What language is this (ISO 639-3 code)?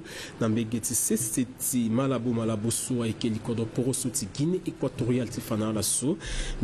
sag